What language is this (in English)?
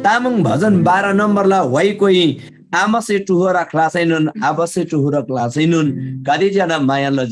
Eastern Tamang